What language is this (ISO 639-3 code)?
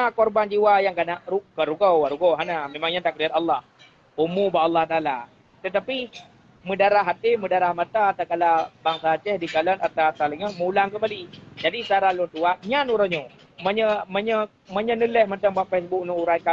ace